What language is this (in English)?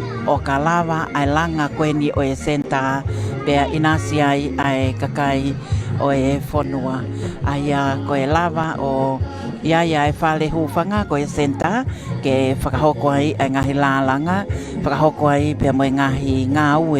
Tongan